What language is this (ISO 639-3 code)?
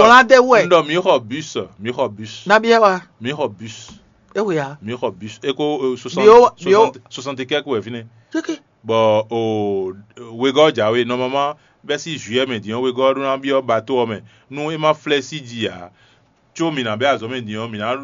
fon